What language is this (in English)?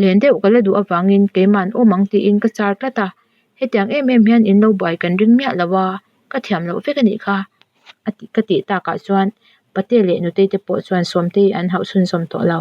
Mizo